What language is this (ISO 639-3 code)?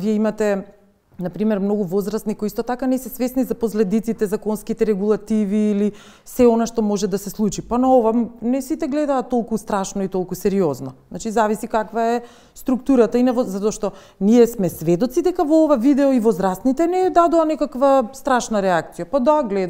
mkd